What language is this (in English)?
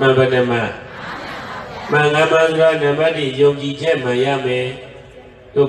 Burmese